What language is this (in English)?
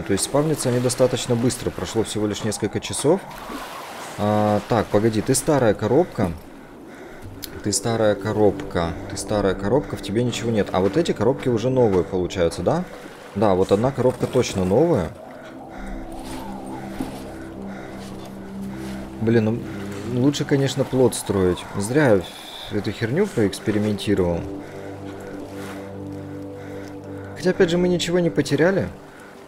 Russian